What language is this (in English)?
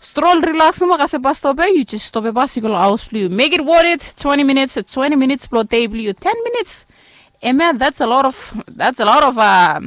Bislama